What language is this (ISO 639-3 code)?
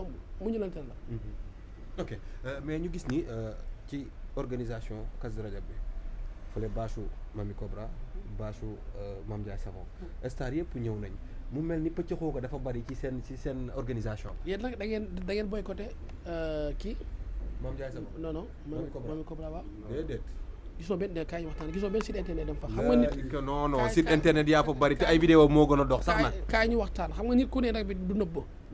wol